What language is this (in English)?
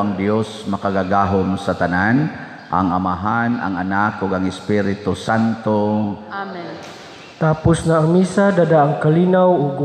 Cebuano